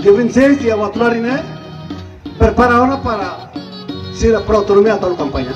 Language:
Tetum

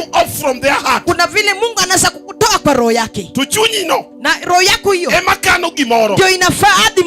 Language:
Luo (Kenya and Tanzania)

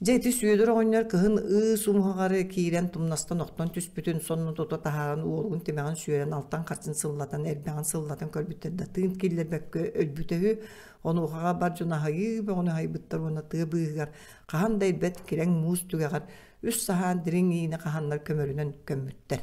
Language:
Yakut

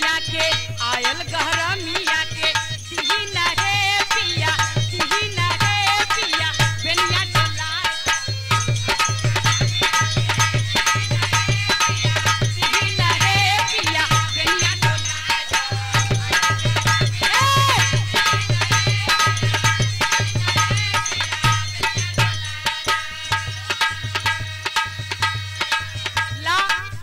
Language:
Bhojpuri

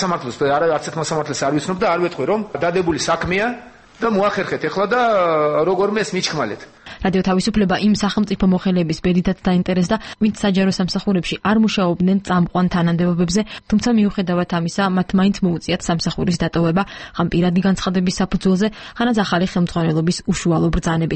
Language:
Georgian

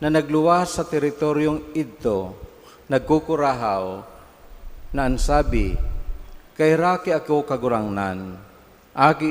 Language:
Bikol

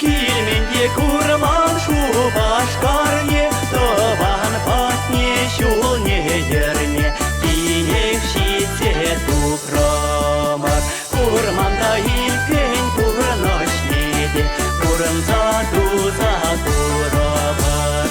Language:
Chuvash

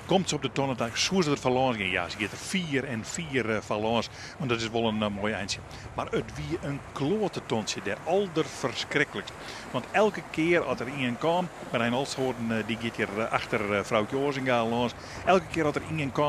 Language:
Western Frisian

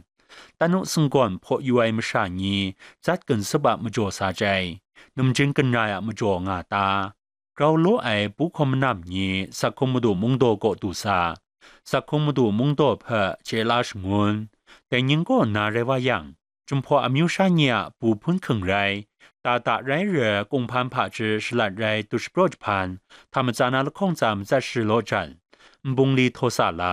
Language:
Kachin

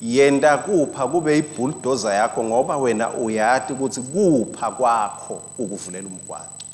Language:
Swati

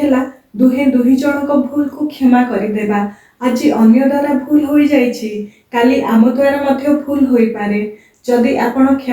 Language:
Odia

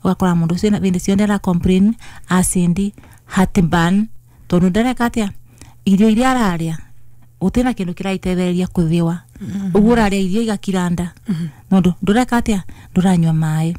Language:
Kikuyu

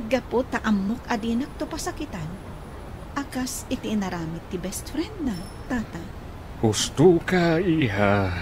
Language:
Iloko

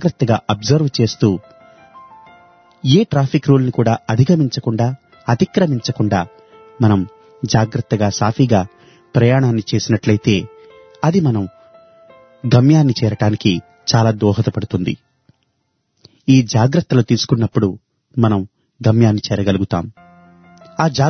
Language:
Telugu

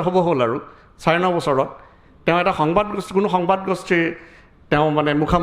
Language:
Assamese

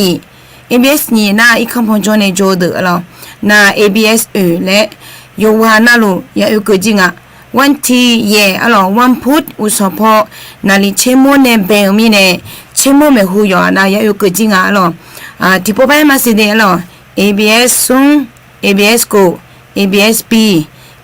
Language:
Akha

